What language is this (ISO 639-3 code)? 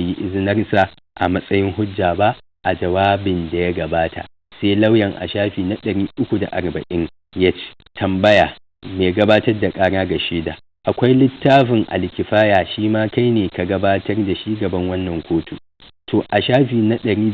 hau